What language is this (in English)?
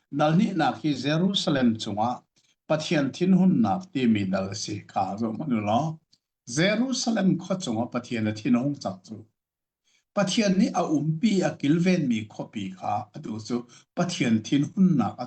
Hakha Chin